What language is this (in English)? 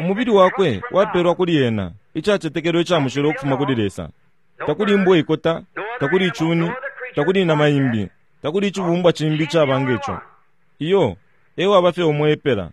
Bemba